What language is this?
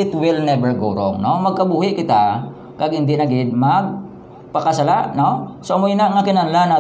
Hiligaynon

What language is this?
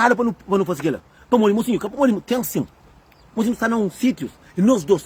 Kabuverdianu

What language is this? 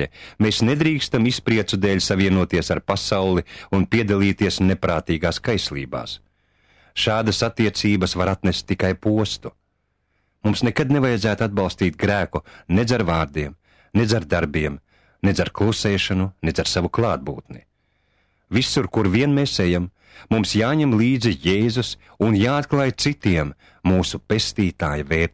Latvian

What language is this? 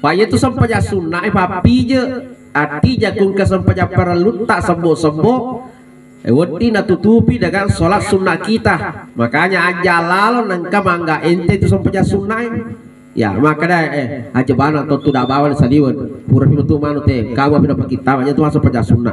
Buginese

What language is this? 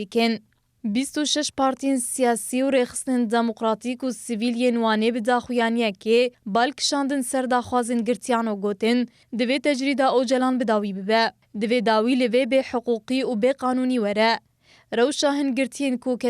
Kurdish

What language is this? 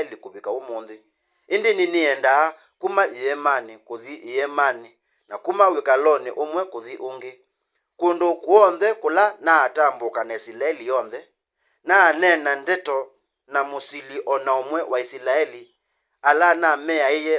Kamba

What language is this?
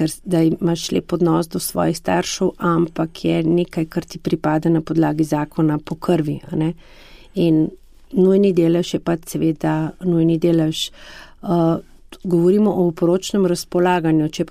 Slovenian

